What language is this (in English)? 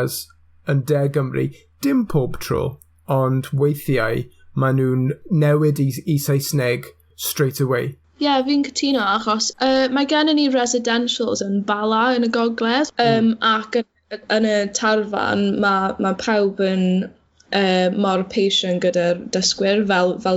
Welsh